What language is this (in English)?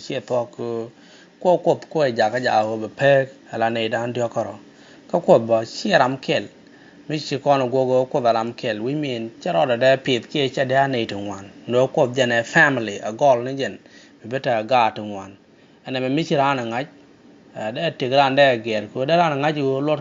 Nuer